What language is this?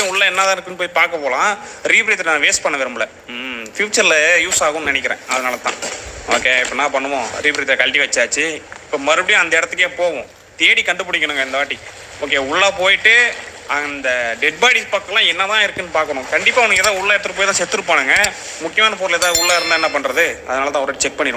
Tamil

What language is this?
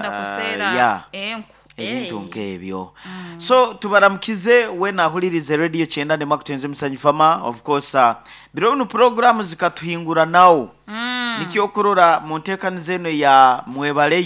Nyoro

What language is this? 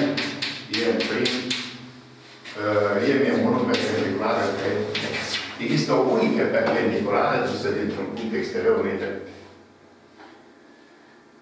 Romanian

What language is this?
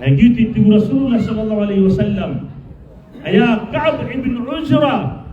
Maranao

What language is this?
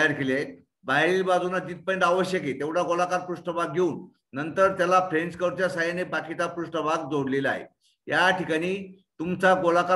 Marathi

